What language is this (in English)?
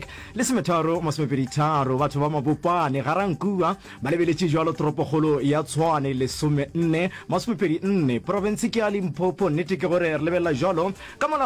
Northern Sotho